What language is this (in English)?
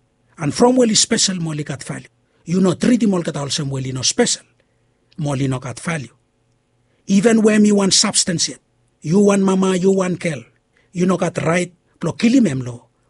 Bislama